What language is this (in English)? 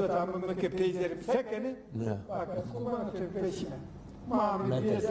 Zaza